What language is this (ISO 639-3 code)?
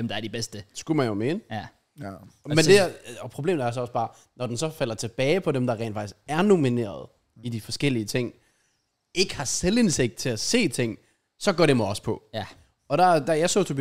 dan